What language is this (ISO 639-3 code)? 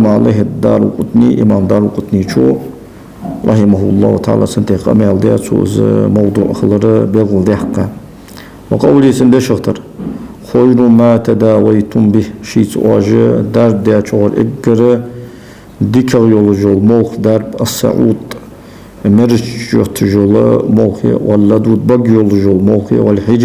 inh